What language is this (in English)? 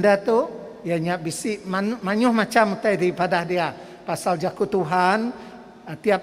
Iban